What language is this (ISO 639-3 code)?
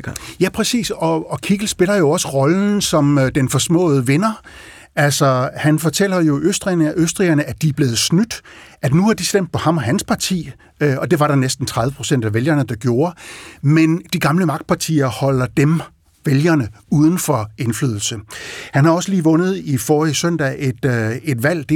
dan